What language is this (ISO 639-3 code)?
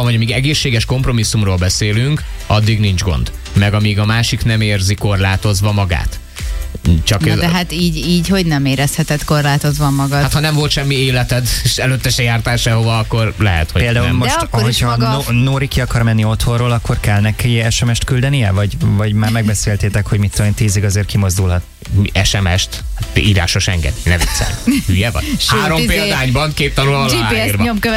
hun